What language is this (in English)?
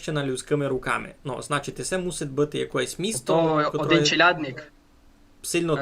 Rusyn